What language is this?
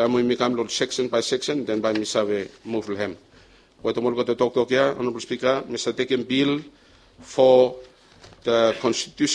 Bislama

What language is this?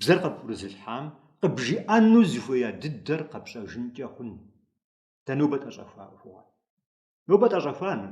Kabardian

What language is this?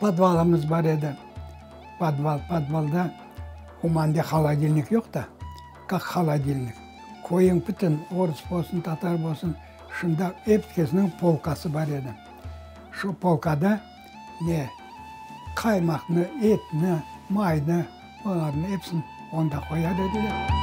Crimean Tatar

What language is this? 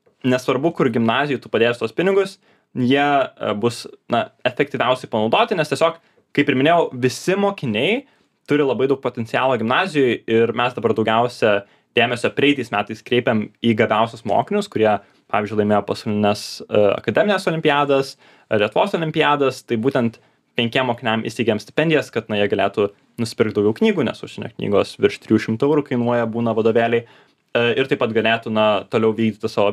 Lithuanian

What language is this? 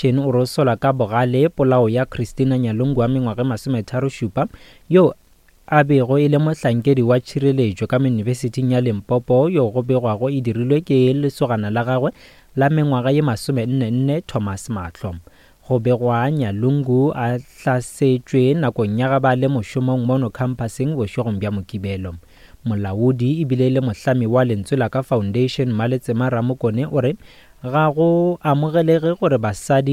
Northern Sotho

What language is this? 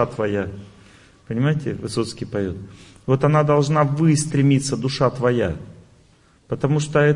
Russian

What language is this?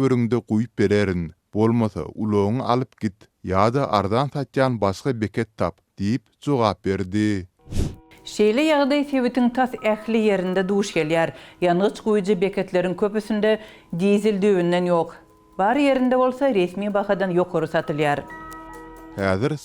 Turkmen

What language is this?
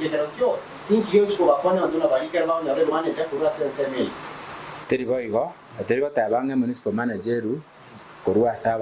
Gusii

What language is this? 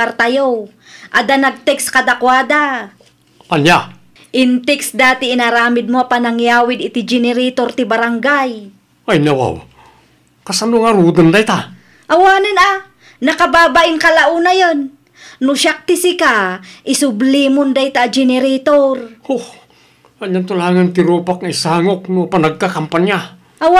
Iloko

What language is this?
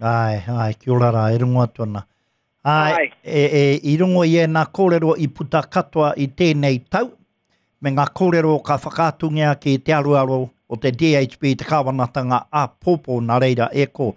Māori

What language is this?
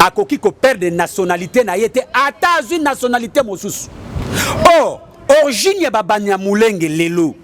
Lingala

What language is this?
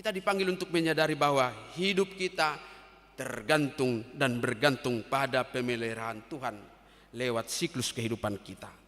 Batak Toba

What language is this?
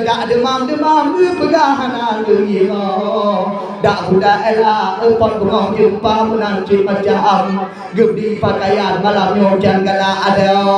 Achinese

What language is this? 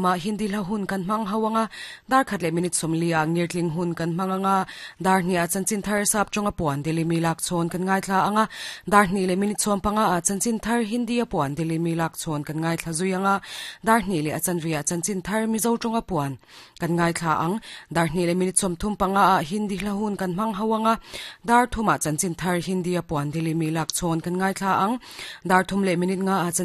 Mizo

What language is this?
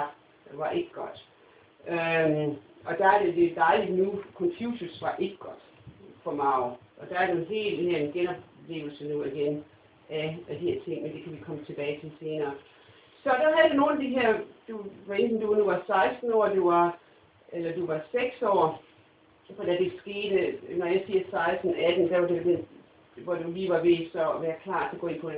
Danish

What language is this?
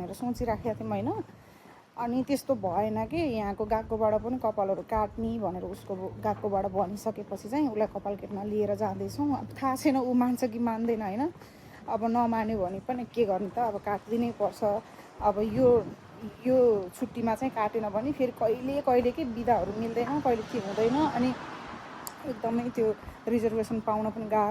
Nepali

